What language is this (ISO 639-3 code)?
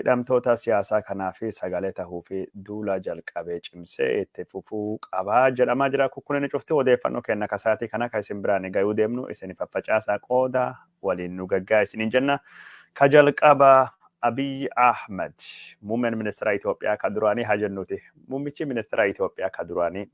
orm